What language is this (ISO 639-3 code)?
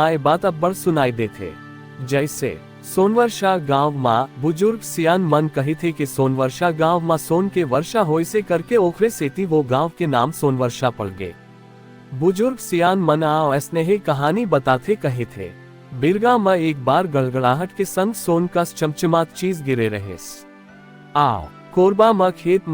hne